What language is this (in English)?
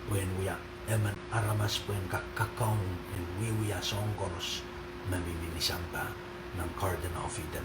Pohnpeian